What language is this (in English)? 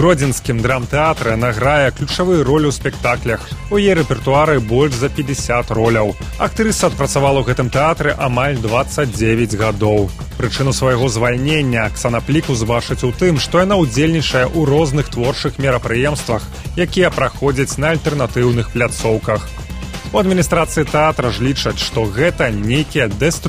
Belarusian